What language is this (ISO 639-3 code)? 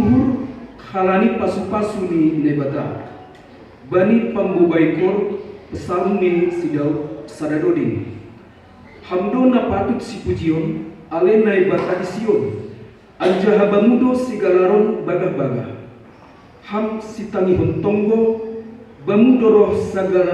bts